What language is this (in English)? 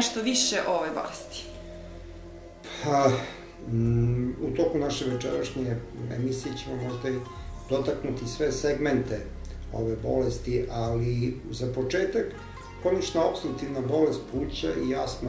Serbian